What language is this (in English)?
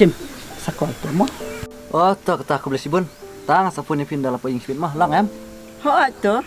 Khasi